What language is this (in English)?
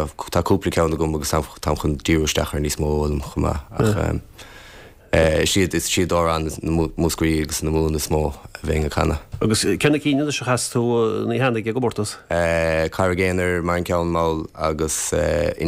Irish